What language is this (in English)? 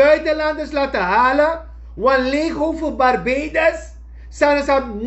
Sranan Tongo